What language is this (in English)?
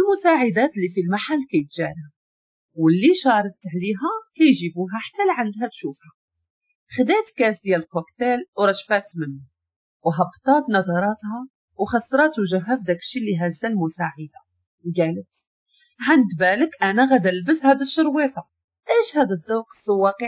Moroccan Arabic